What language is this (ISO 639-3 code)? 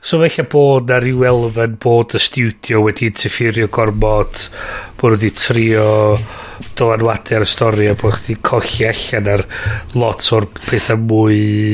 cym